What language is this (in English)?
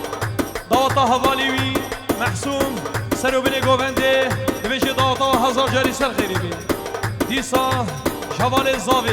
Kurdish